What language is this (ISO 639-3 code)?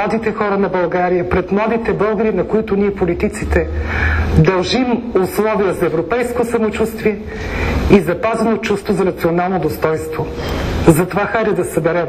bul